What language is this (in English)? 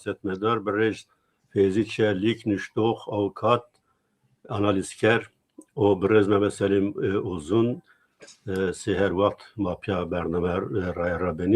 Zaza